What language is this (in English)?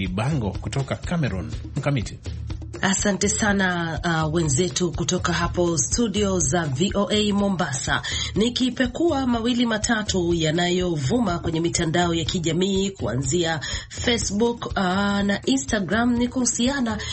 Swahili